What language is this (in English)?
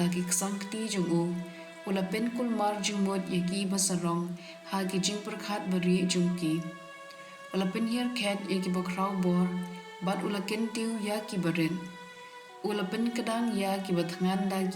Khasi